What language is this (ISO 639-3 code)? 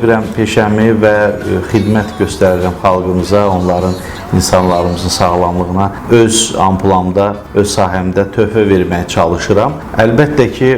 aze